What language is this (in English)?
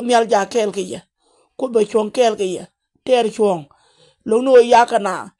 Nuer